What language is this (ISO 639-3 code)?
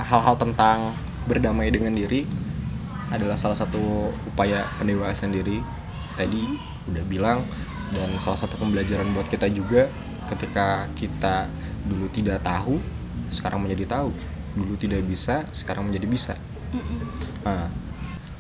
ind